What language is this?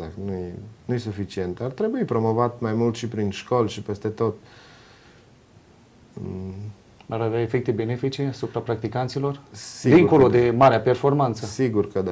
Romanian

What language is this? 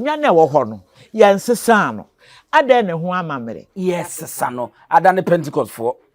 Akan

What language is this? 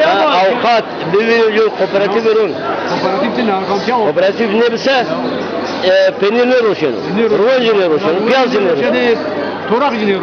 Zaza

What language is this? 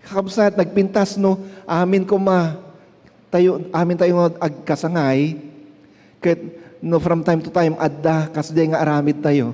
Iloko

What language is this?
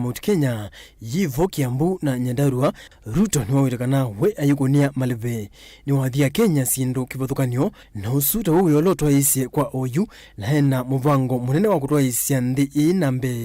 Kamba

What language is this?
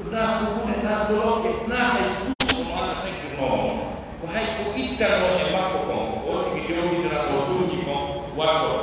Pular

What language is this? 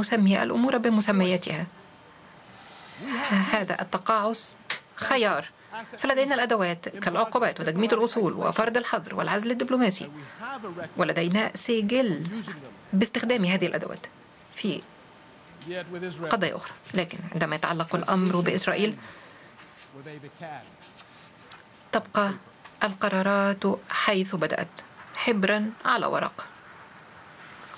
Arabic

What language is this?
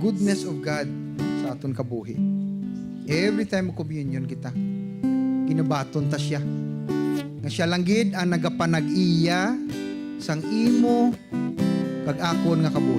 Hiligaynon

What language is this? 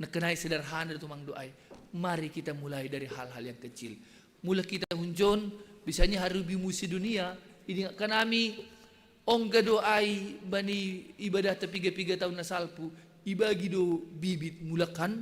Batak Simalungun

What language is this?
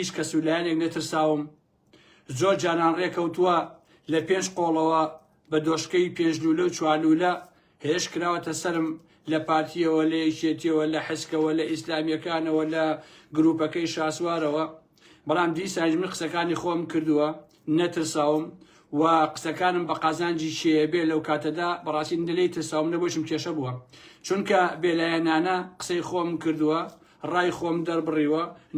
Central Kurdish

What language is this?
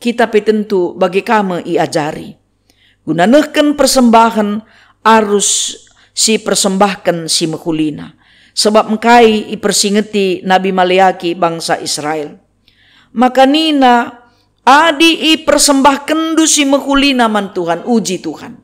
Batak Karo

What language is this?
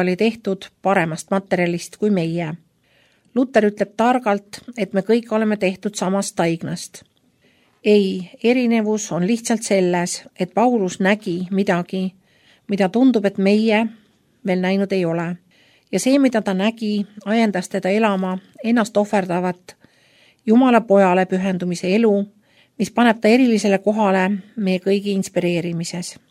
Estonian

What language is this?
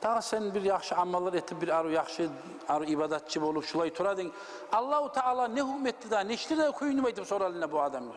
Kumyk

